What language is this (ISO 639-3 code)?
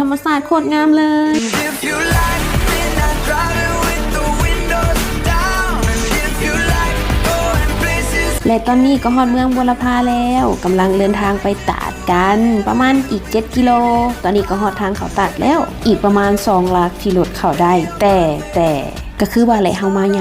lao